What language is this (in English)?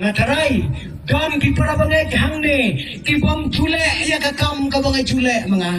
Khasi